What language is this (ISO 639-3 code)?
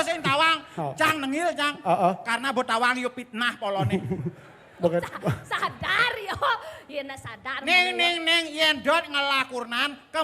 ban